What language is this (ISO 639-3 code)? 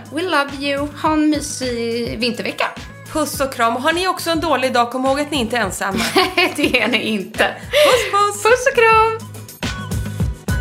swe